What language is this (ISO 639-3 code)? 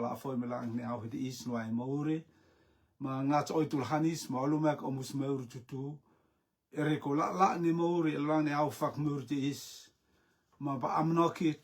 rtm